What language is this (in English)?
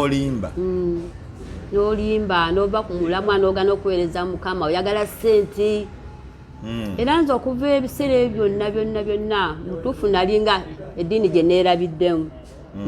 Ganda